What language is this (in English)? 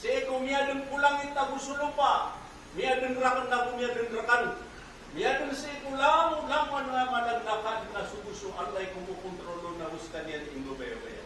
Maranao